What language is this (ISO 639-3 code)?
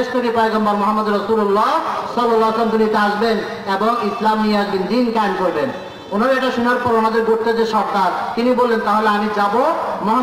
ben